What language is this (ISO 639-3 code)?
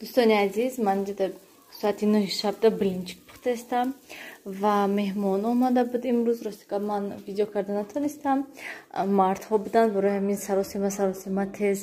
tgk